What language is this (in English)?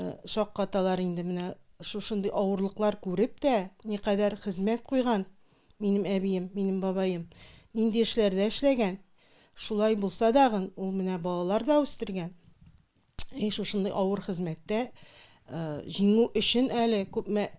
Tatar